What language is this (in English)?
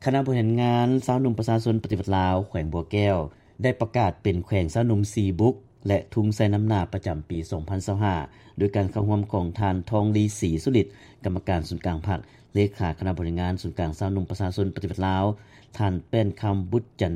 Lao